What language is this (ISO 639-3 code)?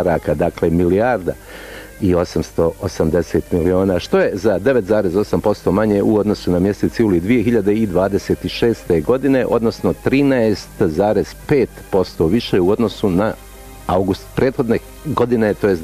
bos